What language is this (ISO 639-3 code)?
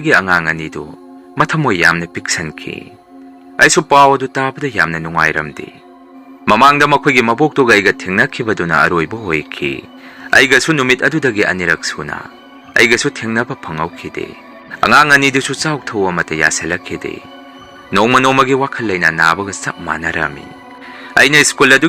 mni